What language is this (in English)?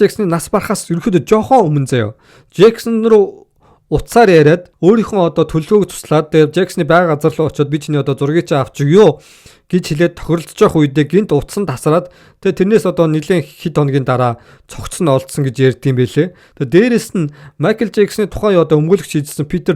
Mongolian